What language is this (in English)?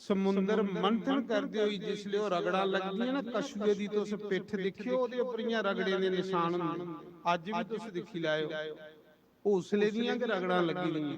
Dogri